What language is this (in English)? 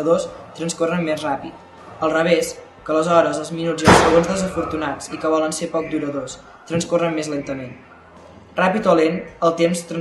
Catalan